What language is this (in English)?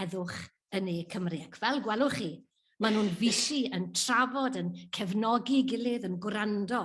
Welsh